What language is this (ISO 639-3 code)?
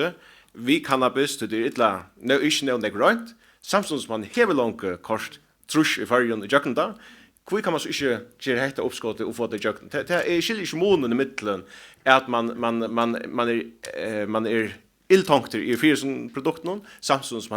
fao